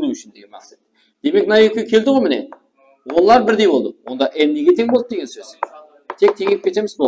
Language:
Kara-Kalpak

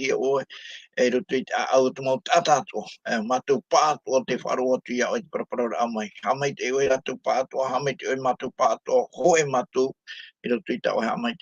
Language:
Tahitian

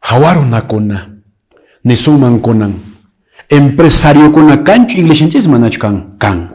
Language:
Quechua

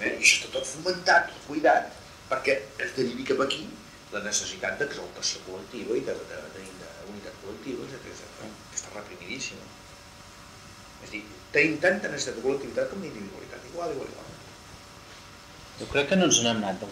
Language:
Catalan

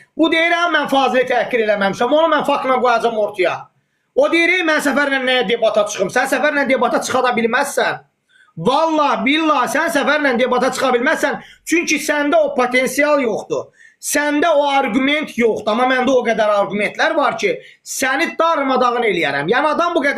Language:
Azerbaijani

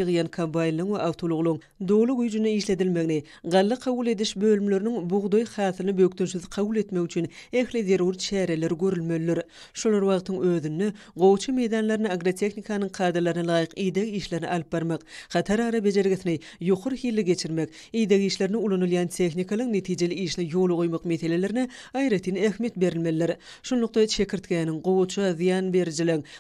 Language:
Turkmen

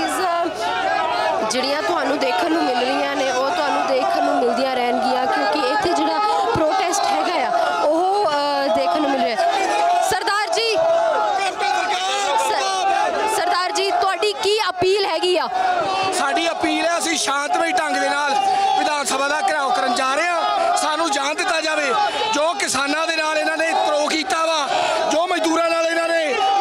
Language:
Punjabi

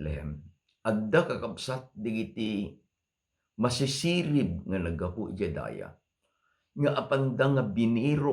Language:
Iloko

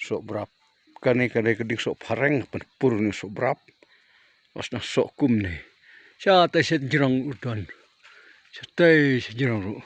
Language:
Khasi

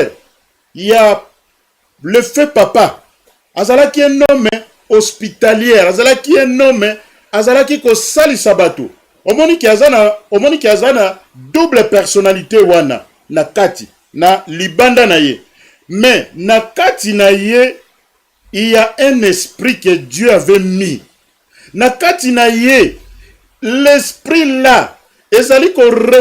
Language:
Lingala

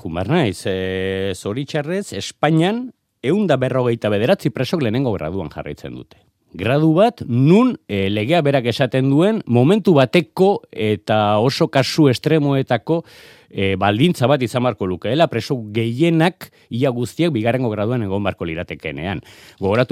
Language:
Basque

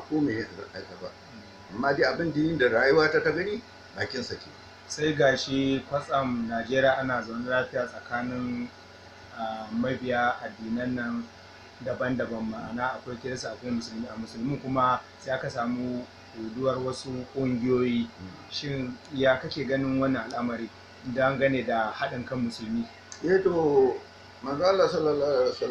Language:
Hausa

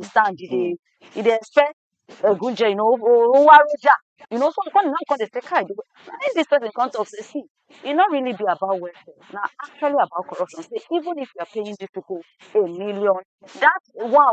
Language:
Nigerian Pidgin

